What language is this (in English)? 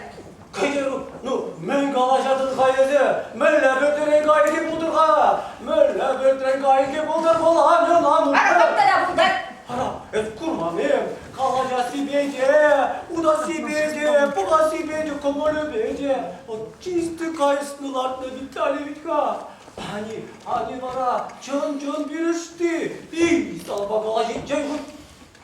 Chuvash